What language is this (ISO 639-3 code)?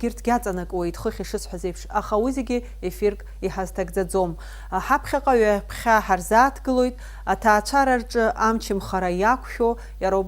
abk